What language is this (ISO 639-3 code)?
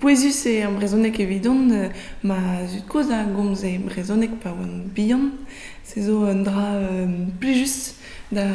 bre